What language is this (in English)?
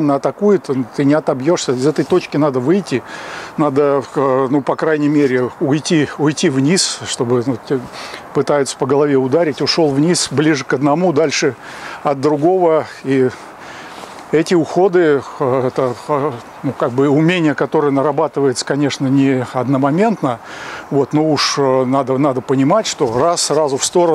Russian